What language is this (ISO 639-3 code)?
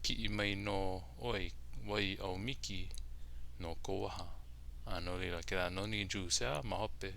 haw